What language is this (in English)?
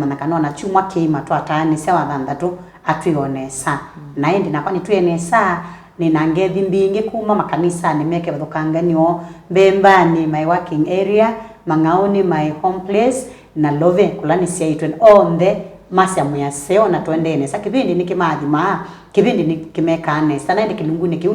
Kamba